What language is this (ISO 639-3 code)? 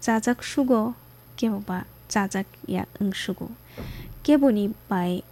trp